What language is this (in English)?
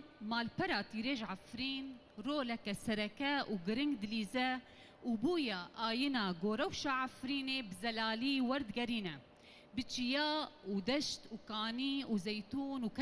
Kurdish